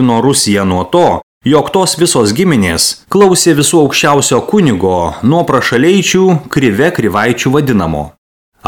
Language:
Lithuanian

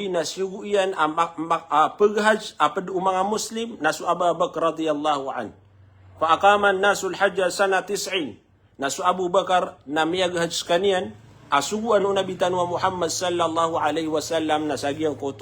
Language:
Maranao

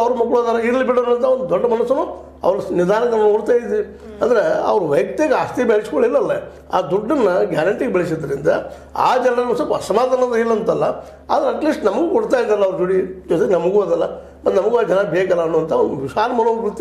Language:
Kannada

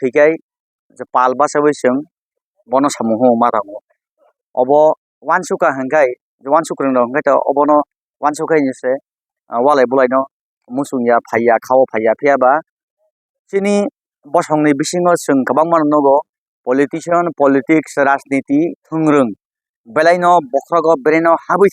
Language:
Kok Borok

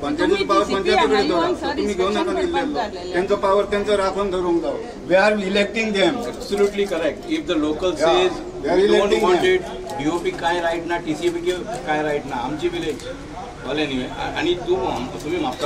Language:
Konkani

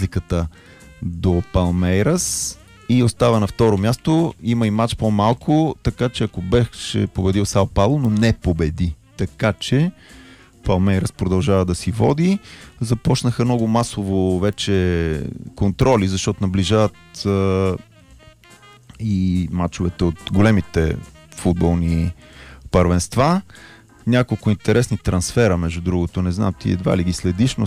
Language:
Bulgarian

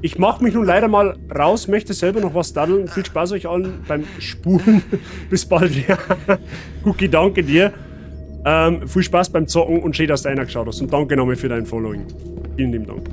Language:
Bavarian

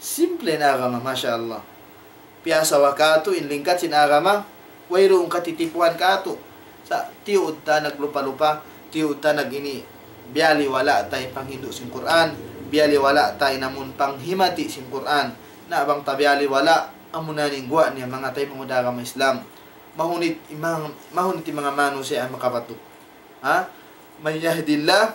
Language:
Tausug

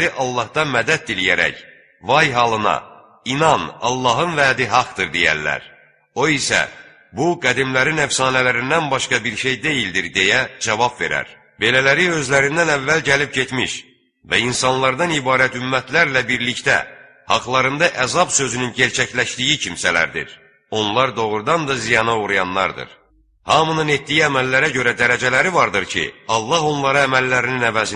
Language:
Azerbaijani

